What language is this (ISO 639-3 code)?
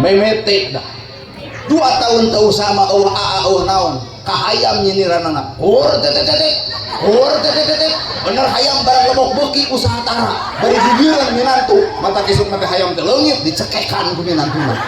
sun